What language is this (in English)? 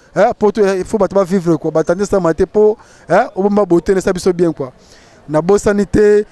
Lingala